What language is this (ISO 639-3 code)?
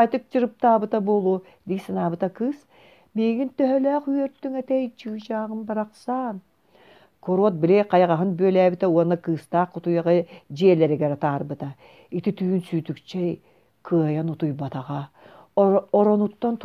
sah